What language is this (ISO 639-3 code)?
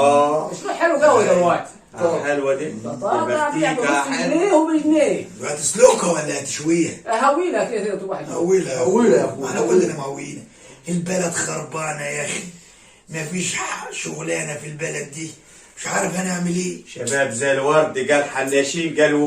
arz